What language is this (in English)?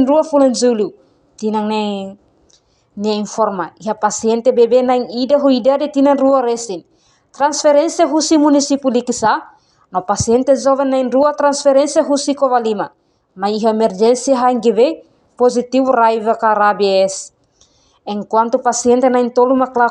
Tetum